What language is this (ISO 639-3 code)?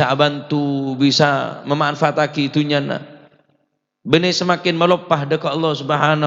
mad